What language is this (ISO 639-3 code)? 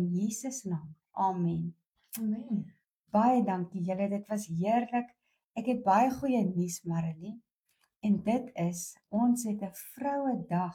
afr